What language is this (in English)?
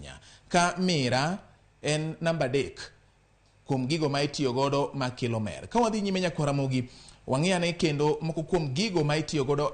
Luo (Kenya and Tanzania)